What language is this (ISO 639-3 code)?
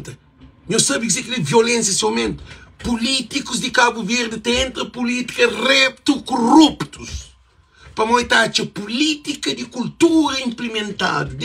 kea